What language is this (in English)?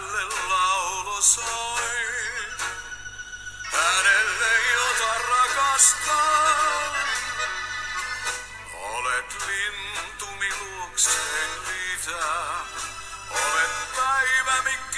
Finnish